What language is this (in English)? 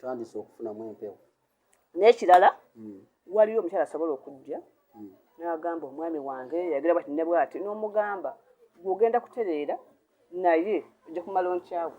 Ganda